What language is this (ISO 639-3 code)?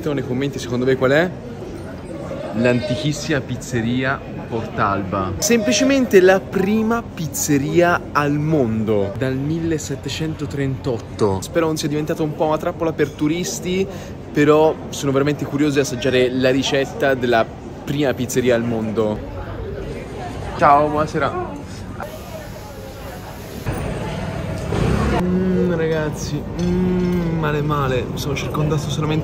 ita